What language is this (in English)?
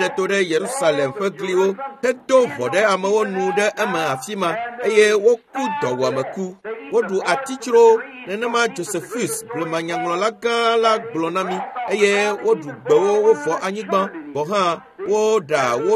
Ewe